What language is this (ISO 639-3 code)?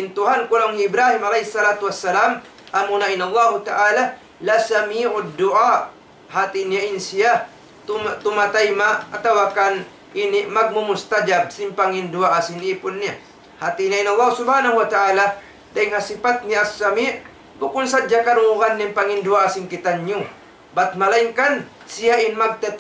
tsg